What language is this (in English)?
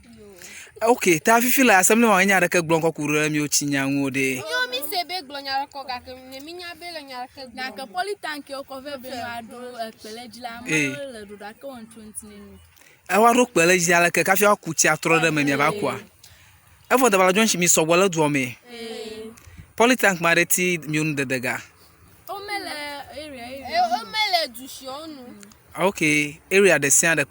Ewe